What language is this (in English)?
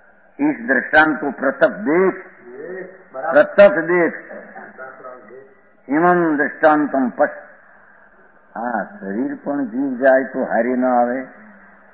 Gujarati